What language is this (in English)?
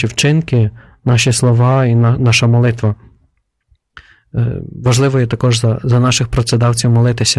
Ukrainian